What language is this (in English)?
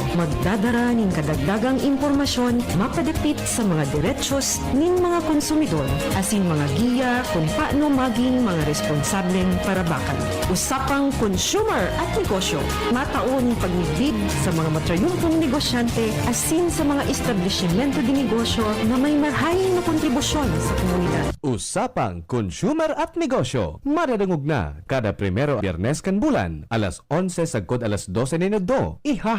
Bikol